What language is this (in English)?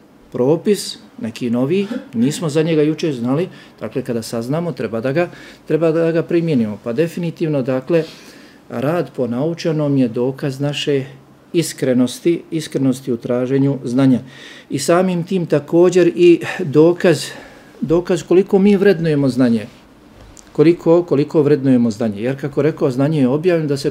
Bosnian